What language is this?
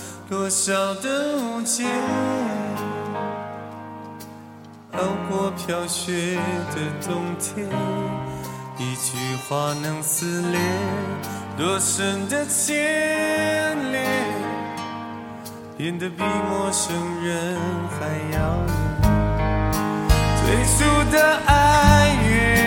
Chinese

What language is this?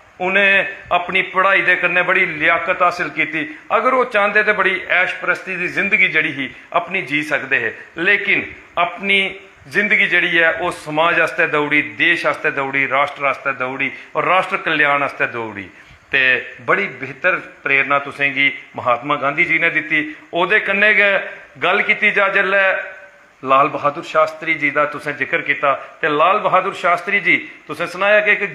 Dogri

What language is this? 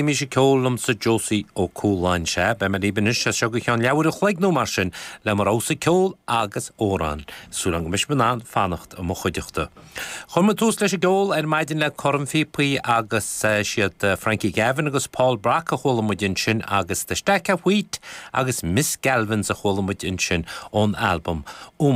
Irish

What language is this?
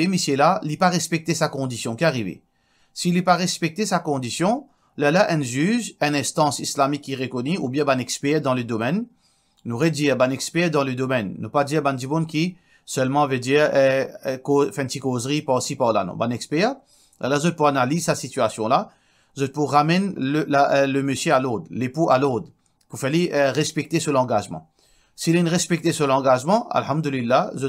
Morisyen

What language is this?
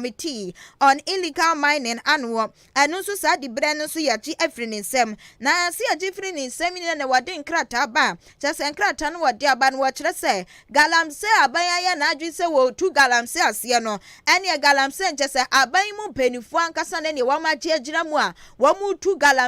Akan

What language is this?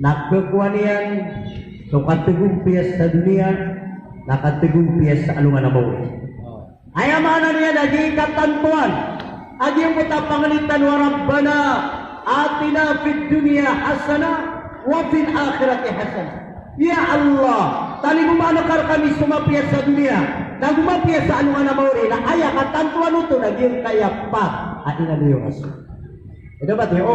Maranao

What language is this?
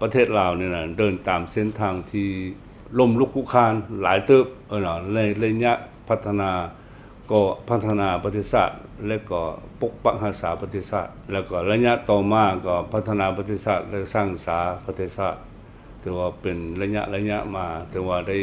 Lao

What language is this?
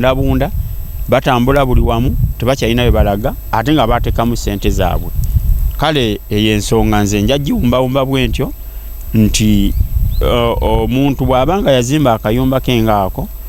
Ganda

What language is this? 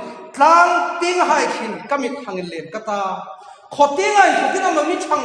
Hmar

